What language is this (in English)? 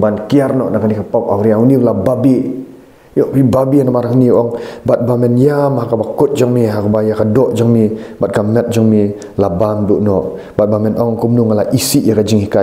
Khasi